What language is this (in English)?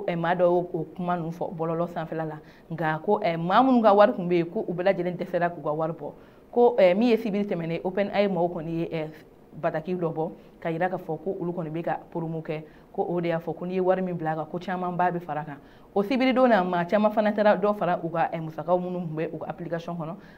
Bambara